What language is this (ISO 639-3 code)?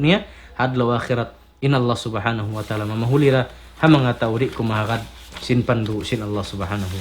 tsg